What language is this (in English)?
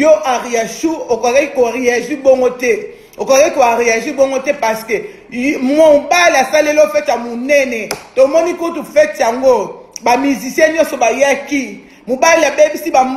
Lingala